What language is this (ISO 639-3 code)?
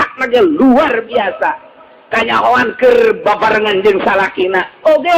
sun